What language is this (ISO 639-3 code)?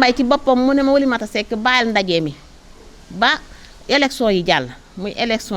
wol